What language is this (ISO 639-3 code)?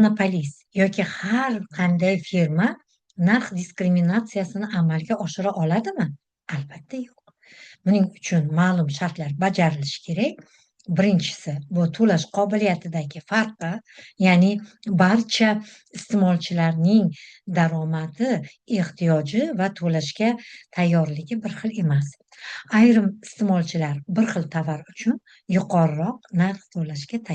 uzb